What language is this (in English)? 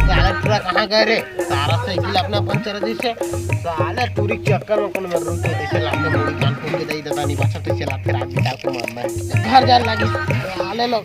Chhattisgarhi